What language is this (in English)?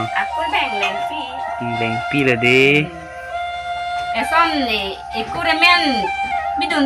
Karbi